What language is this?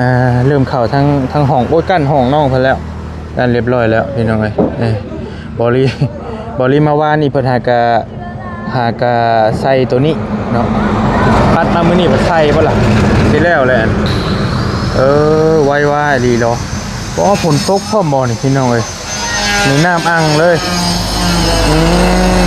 Lao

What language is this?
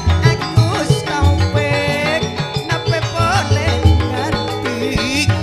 Madurese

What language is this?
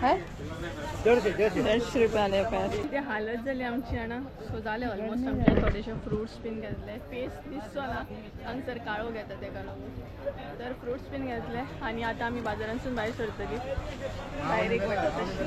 Konkani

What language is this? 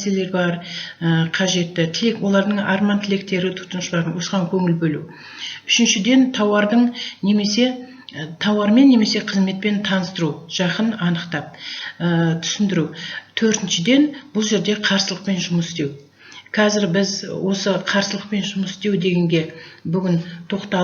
Kazakh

